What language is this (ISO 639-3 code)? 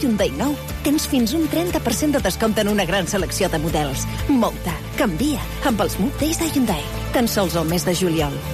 cat